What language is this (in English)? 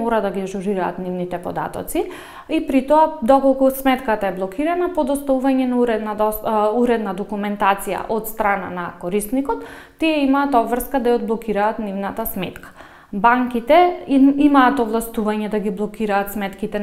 Macedonian